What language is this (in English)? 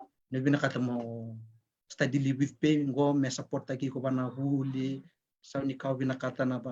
Fijian